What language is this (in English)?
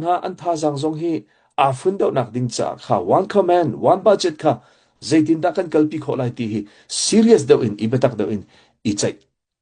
Hakha Chin